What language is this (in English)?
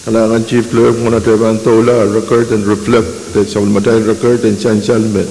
Pohnpeian